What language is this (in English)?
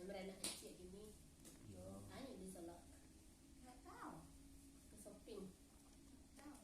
Minangkabau